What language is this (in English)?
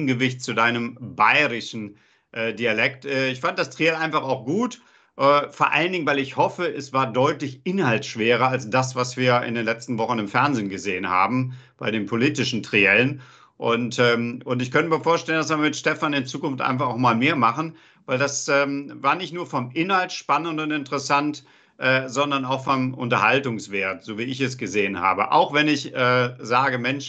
German